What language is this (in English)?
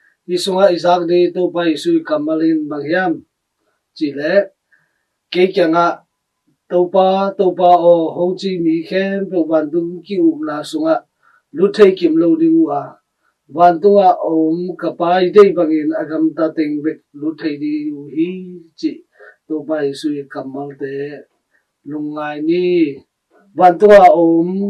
Tedim Chin